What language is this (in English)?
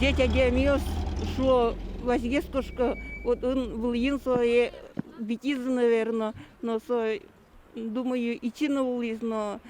Udmurt